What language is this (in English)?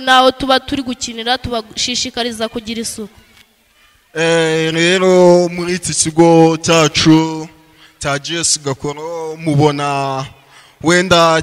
Kinyarwanda